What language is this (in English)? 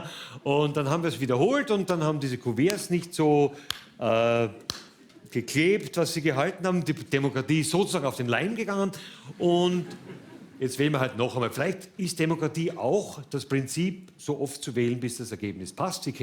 Swiss German